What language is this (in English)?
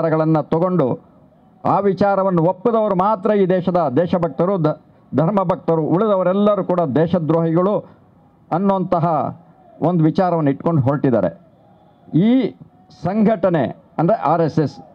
Kannada